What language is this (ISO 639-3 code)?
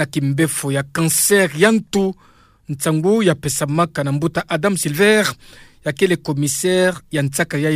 ktu